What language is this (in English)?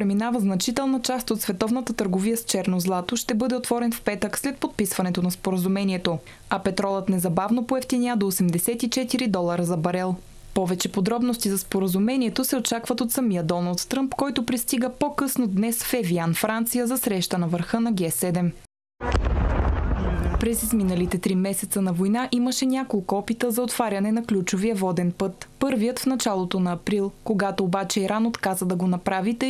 Bulgarian